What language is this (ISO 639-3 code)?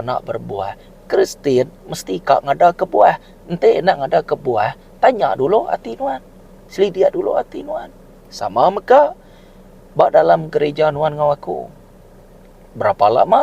iba